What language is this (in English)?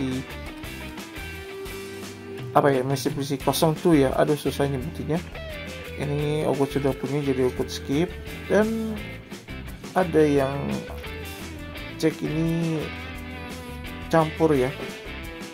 Indonesian